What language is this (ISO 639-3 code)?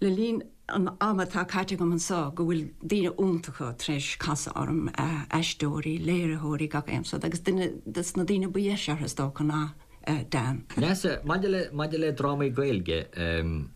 gle